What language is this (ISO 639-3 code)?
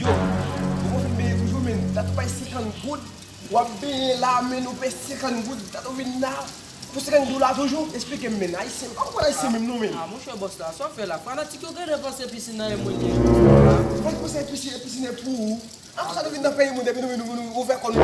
hat